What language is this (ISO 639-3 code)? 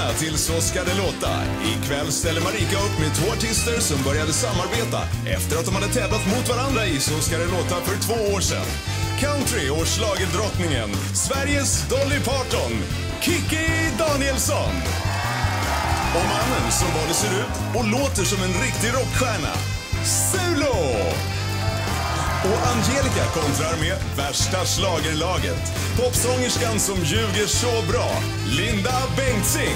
swe